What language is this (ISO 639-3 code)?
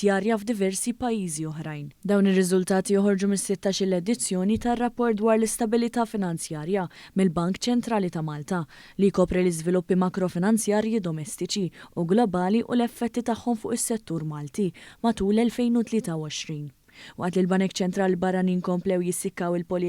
mlt